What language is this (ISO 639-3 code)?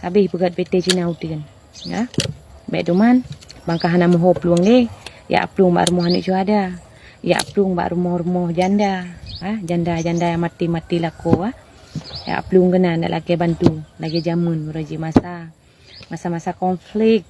ace